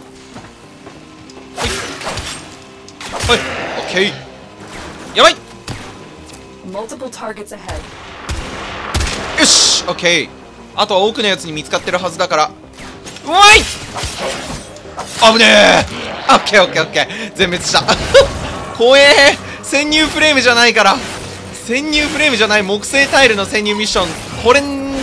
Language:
Japanese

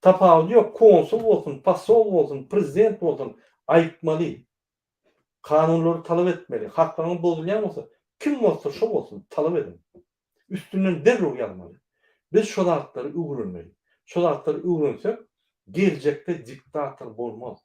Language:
Turkmen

